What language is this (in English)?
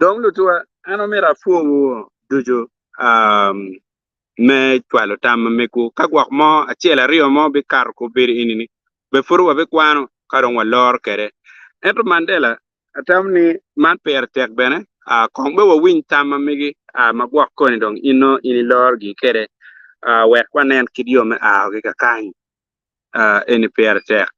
Acoli